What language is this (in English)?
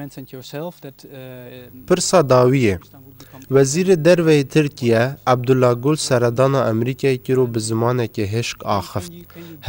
Kurdish